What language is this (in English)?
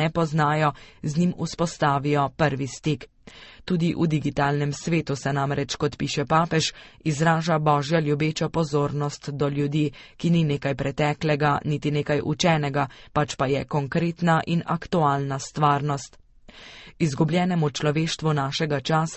Slovenian